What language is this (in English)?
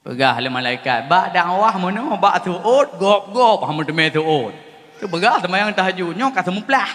Achinese